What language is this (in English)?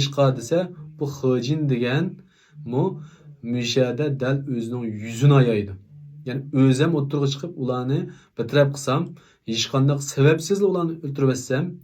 Uyghur